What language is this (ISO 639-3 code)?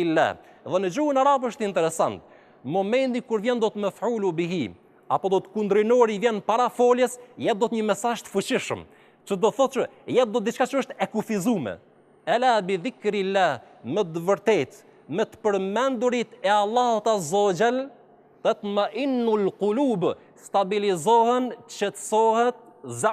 sqi